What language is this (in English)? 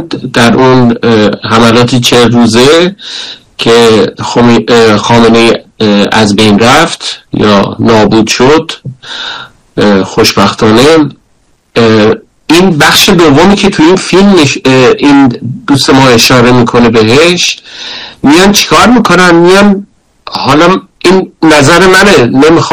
Persian